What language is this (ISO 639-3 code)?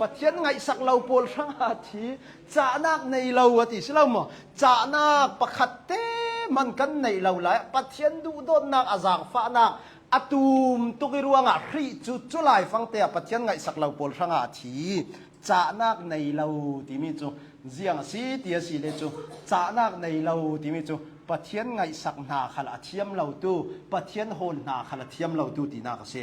cnh